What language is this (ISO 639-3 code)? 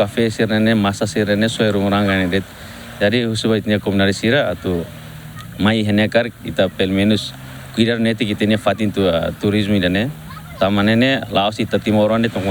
tet